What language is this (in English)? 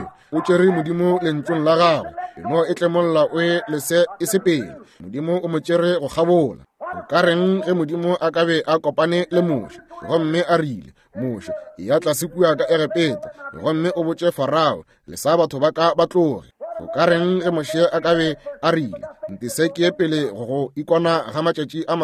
Northern Sotho